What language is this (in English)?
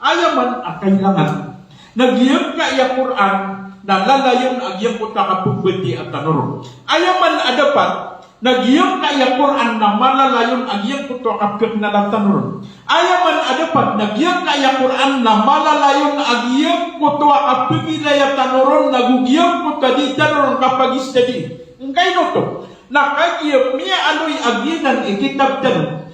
Maranao